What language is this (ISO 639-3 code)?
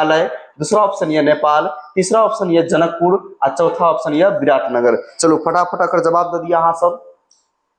mai